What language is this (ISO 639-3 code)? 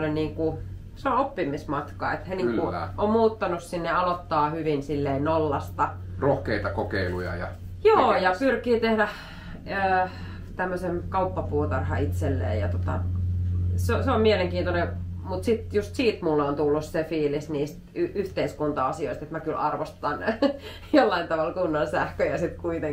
fin